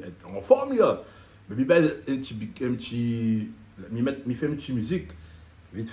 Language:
Réunion Creole French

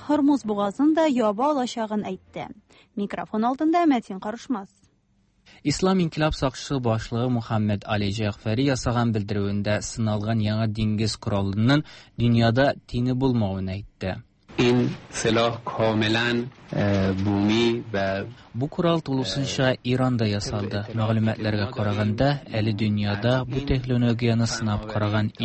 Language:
Tatar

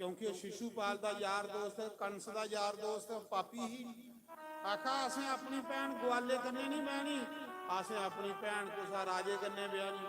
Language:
Dogri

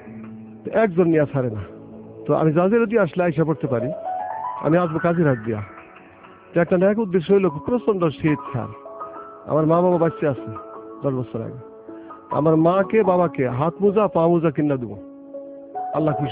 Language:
Bangla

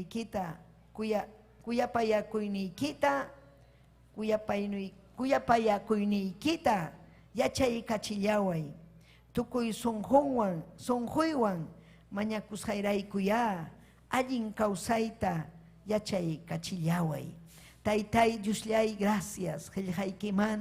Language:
Ayacucho Quechua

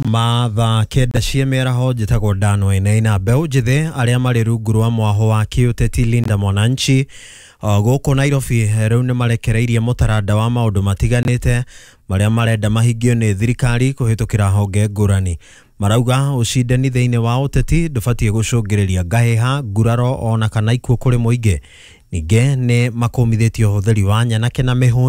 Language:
Kikuyu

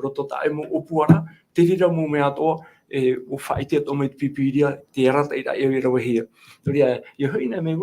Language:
Tahitian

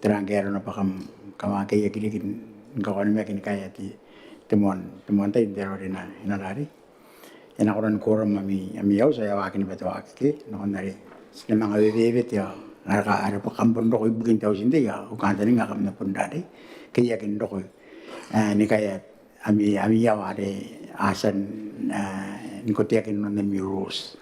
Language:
Gilbertese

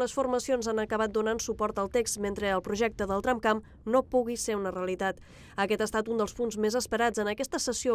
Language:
Catalan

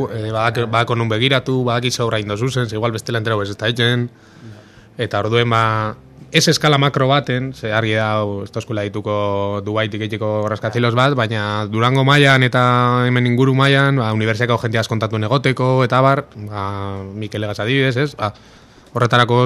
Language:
Basque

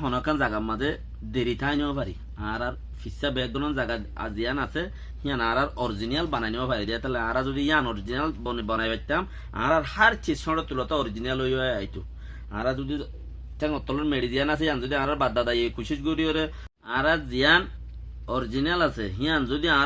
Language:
Rohingya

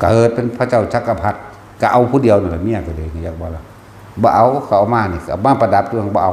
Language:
Northeastern Thai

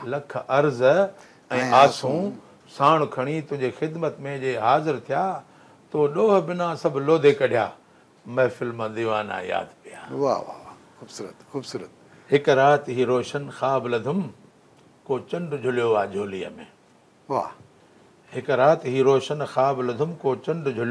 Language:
Sindhi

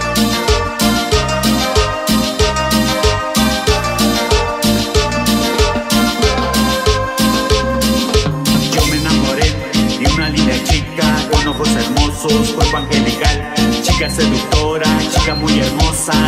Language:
Spanish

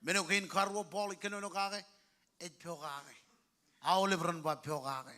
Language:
Marshallese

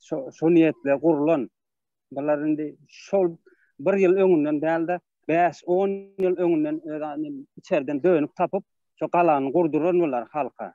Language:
Turkmen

